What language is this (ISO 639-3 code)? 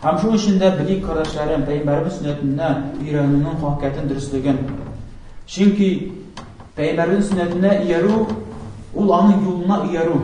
tat